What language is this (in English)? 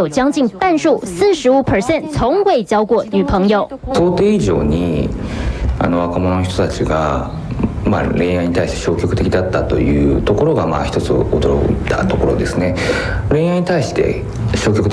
Chinese